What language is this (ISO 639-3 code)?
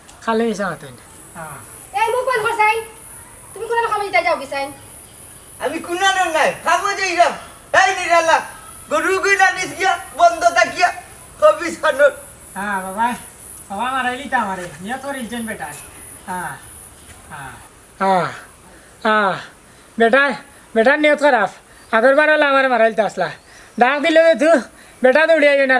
syl